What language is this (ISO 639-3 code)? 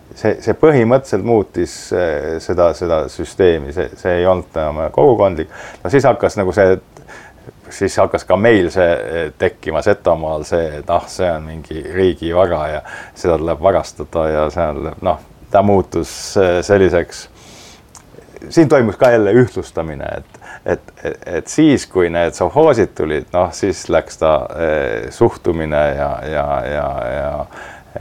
est